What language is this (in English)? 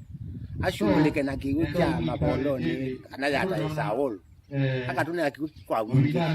Kamba